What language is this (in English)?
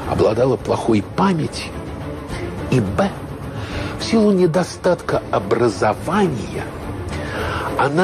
Russian